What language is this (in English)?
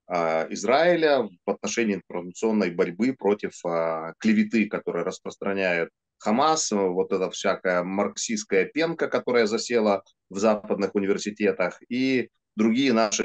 Russian